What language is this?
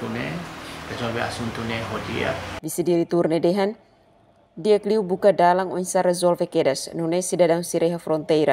Tetum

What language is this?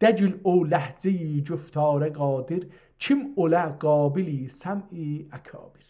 South Azerbaijani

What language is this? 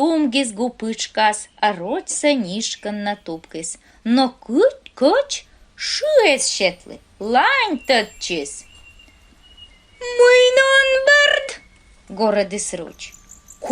Komi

